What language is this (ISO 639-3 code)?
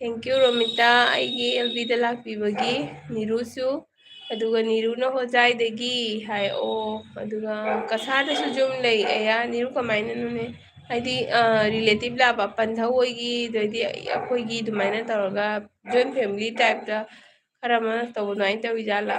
mni